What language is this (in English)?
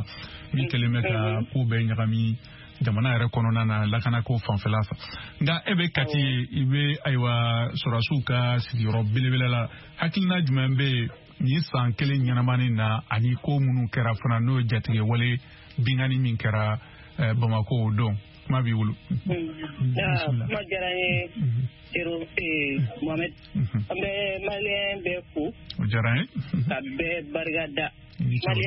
Bambara